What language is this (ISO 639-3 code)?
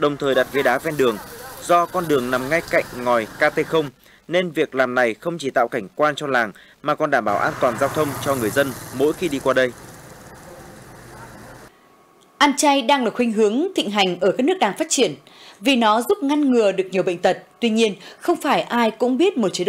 vie